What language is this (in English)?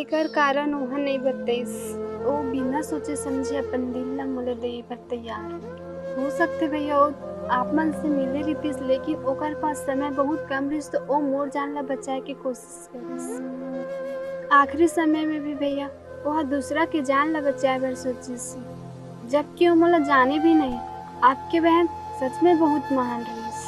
Chhattisgarhi